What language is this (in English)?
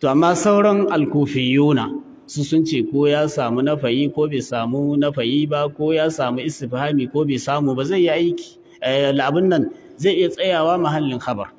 Hausa